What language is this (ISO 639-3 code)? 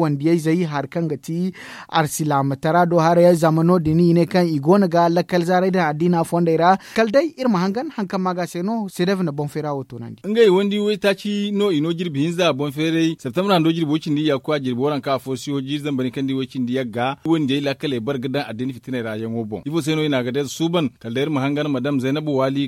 dje